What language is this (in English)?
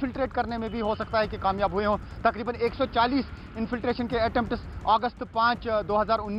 Hindi